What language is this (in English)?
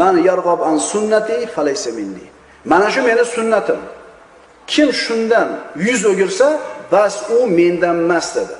Uzbek